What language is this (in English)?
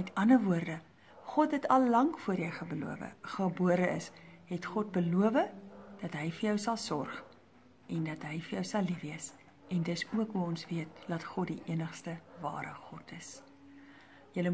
Afrikaans